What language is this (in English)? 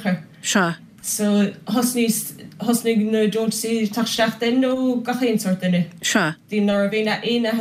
Irish